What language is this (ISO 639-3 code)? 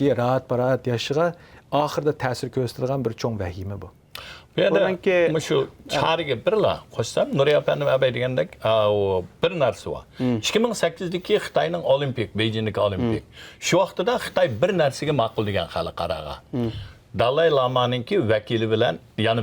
uig